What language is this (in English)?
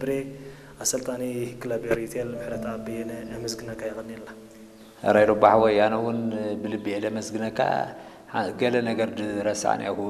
Tigrinya